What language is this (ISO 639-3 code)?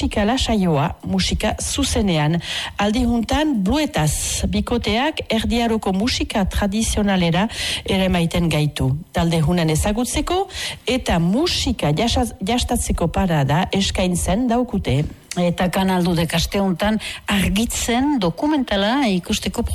eus